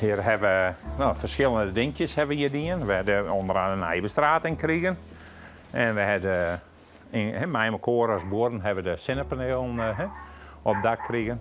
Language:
Western Frisian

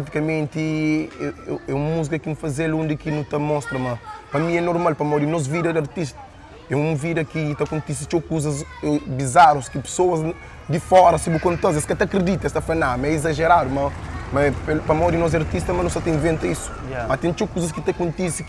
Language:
Kabuverdianu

